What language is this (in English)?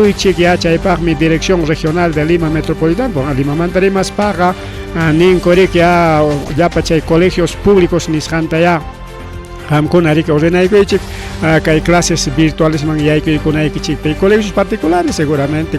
Ayacucho Quechua